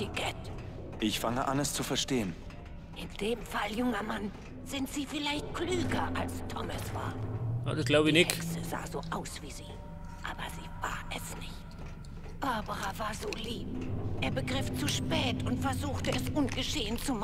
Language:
Bavarian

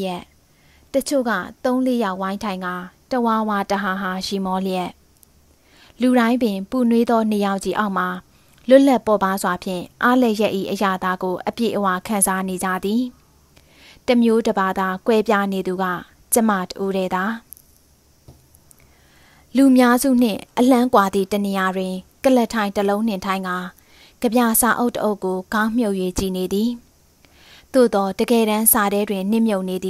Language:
Burmese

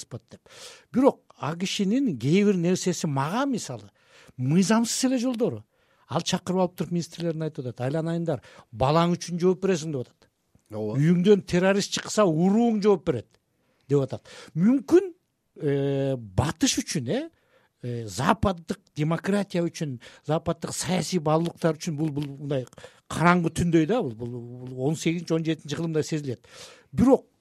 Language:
Kyrgyz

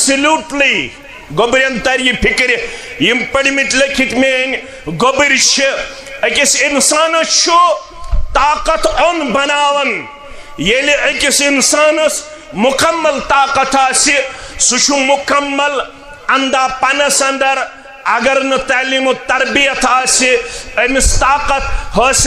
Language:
Kashmiri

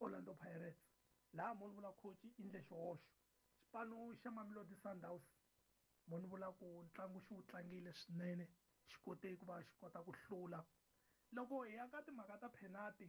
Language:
Tsonga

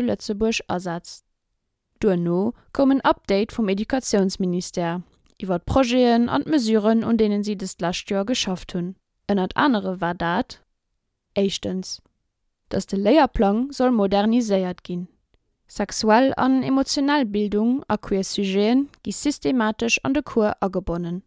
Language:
Luxembourgish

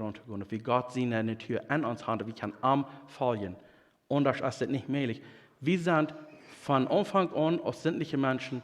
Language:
Plautdietsch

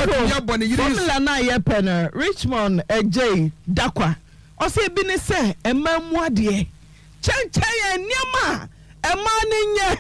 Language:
Akan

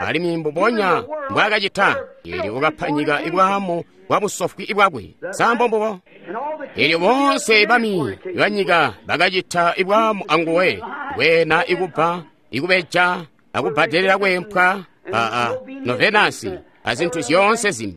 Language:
Tonga (Zambia)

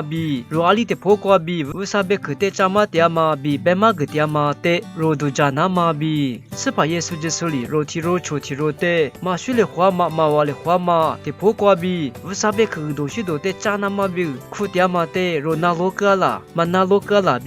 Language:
Lisu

